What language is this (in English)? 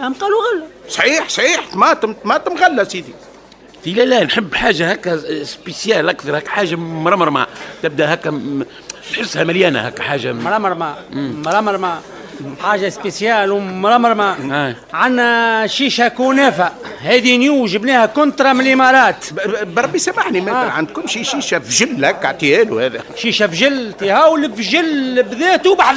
Tunisian Arabic